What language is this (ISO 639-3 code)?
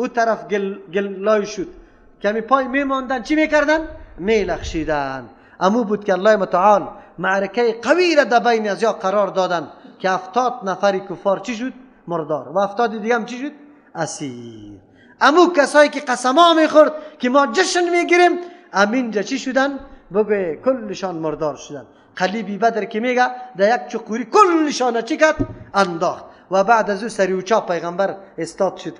fas